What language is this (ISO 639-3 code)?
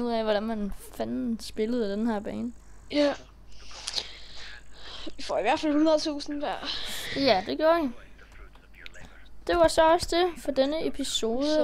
dan